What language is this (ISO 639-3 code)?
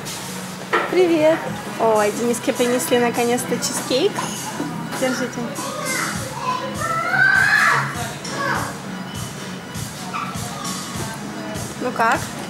rus